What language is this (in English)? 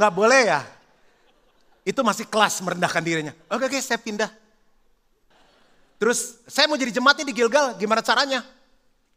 Indonesian